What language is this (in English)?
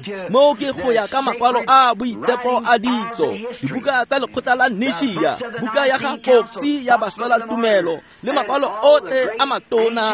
Tswana